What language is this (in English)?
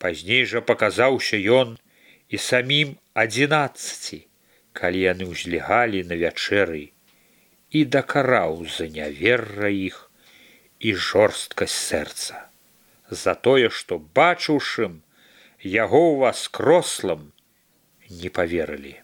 Belarusian